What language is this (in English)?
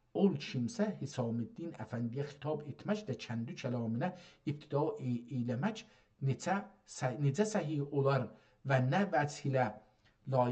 South Azerbaijani